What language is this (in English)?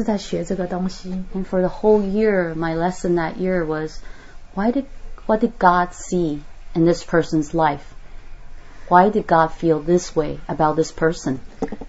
Chinese